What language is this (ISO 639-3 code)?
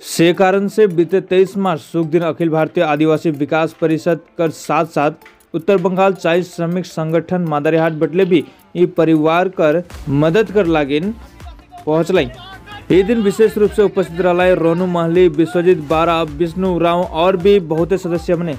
sck